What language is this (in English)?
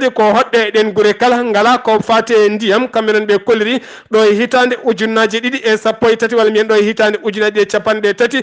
Fula